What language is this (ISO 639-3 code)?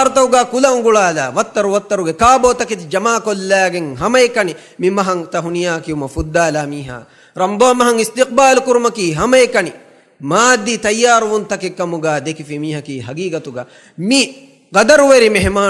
div